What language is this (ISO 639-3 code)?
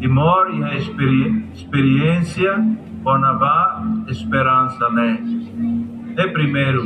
tet